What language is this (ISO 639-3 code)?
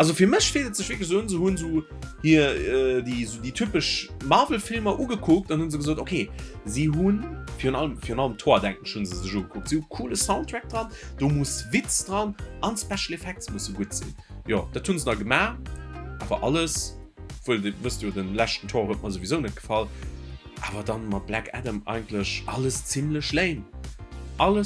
ltz